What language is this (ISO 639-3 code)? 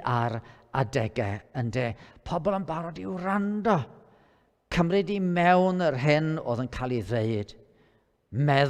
cym